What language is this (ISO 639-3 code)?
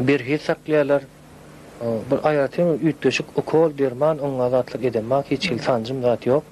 tuk